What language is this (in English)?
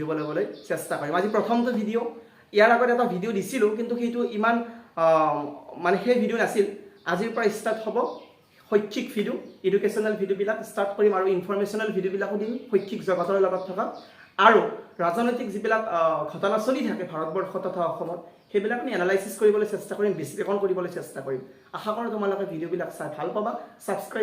Assamese